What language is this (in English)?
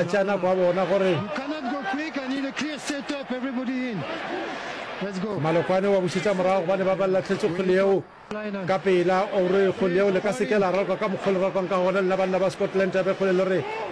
Northern Sotho